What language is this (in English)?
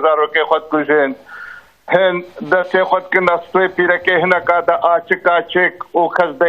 Kurdish